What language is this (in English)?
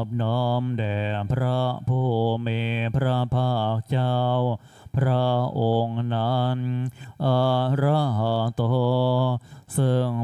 Thai